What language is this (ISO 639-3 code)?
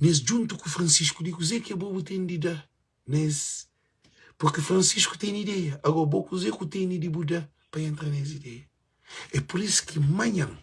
kea